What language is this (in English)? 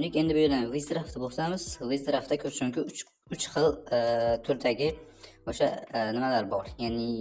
Uzbek